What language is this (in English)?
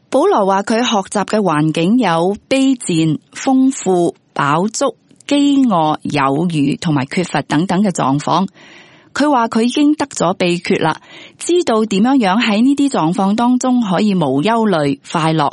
Cantonese